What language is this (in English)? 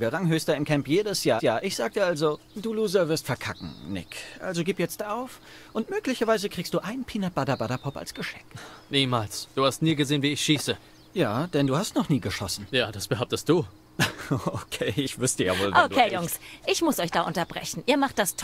German